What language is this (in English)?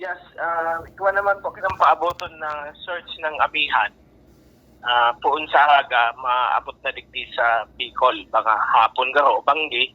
Bikol